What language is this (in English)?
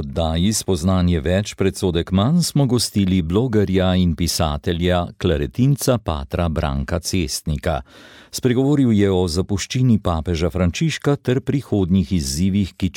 Slovenian